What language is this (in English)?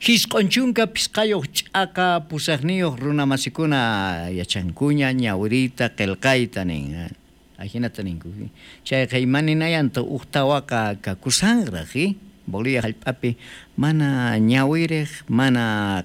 South Bolivian Quechua